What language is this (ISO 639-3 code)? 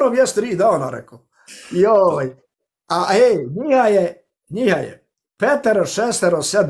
bos